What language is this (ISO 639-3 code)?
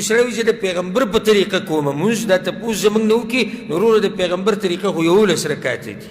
pus